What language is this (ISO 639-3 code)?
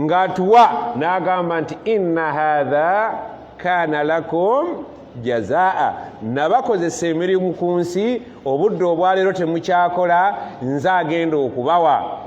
lug